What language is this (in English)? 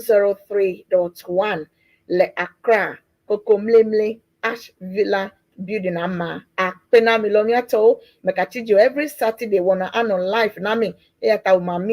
Ewe